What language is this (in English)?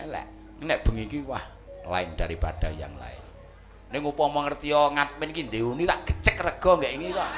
Javanese